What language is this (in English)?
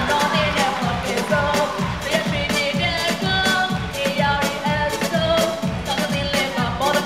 Burmese